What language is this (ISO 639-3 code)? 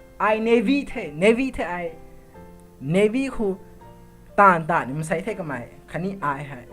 nbu